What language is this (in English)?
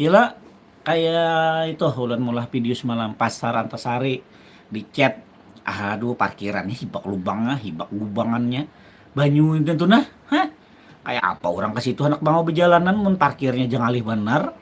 Banjar